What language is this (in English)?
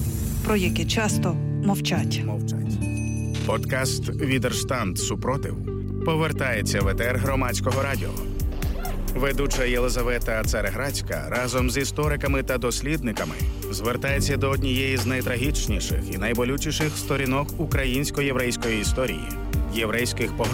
Ukrainian